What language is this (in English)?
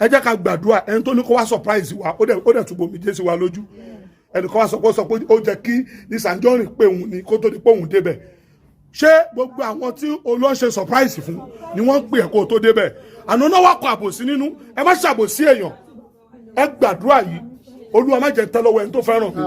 Yoruba